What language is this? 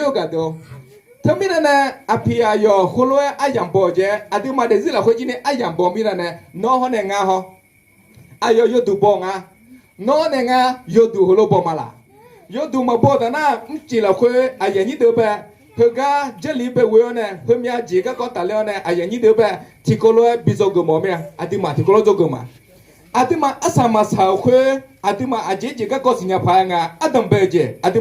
Akha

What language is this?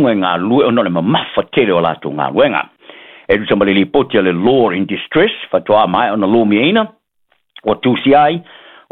Samoan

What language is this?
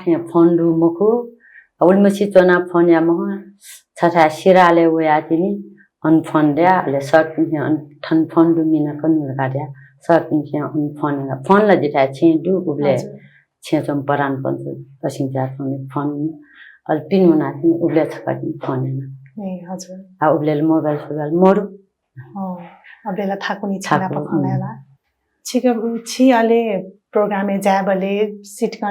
Newari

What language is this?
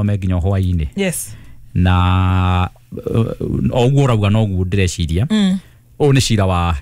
Kikuyu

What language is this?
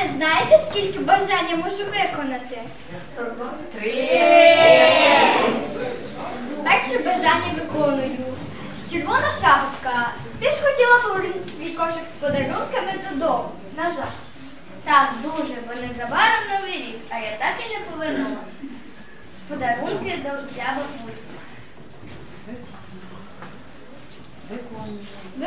Ukrainian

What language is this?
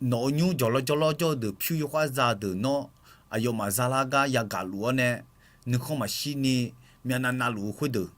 Akha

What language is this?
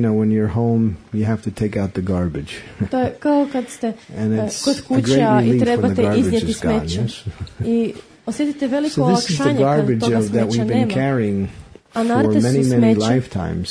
Croatian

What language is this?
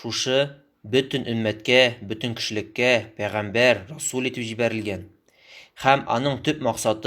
Tatar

